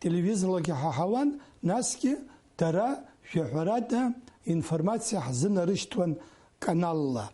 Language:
Abkhazian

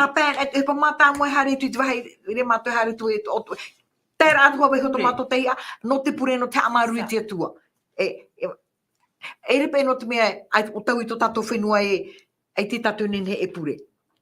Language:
Tahitian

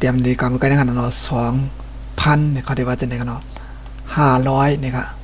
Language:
Shan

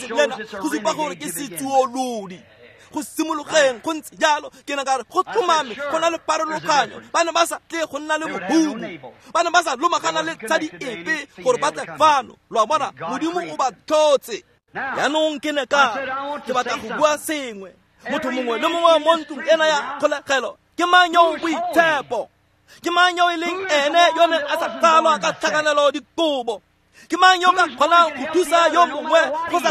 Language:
Tswana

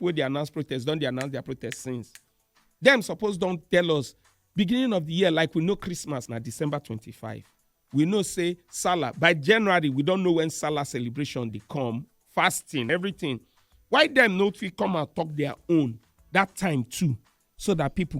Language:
Nigerian Pidgin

